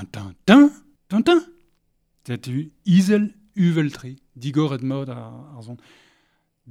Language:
Breton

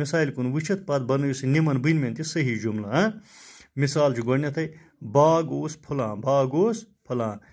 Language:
Kashmiri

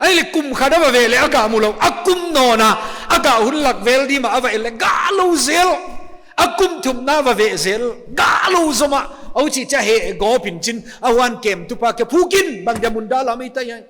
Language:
Paite Chin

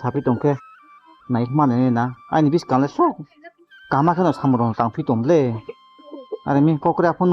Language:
Riang (India)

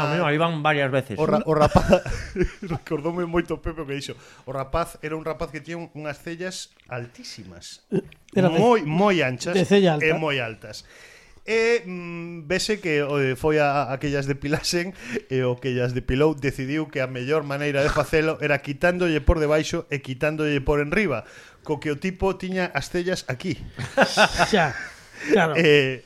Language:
Galician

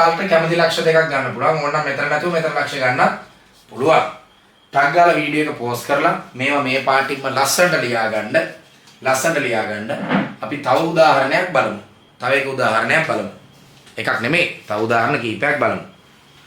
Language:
Sinhala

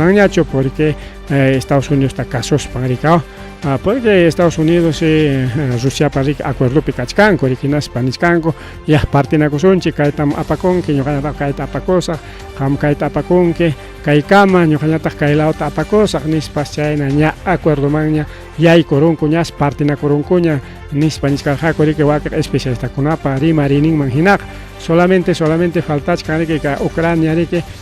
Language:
Ayacucho Quechua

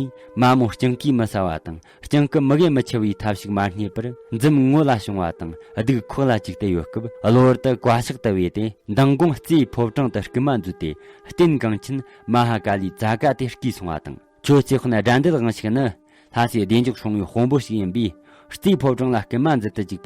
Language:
Tibetan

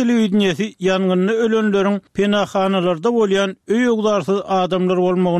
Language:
Turkmen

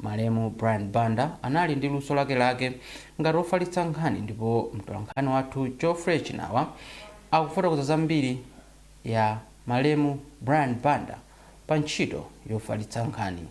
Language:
Nyanja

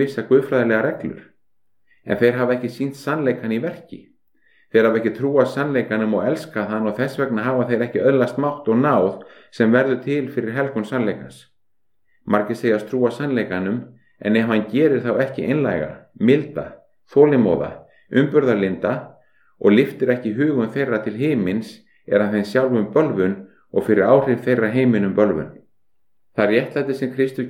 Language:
Icelandic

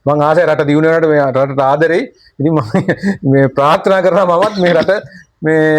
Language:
Sinhala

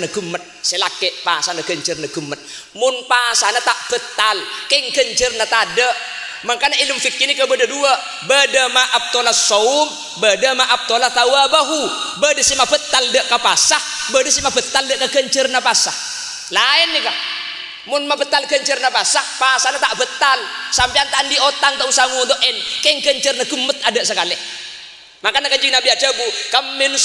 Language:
Madurese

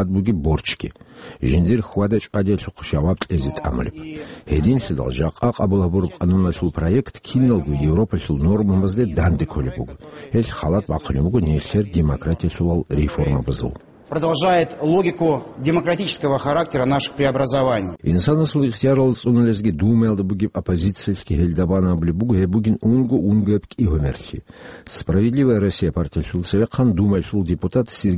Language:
Avaric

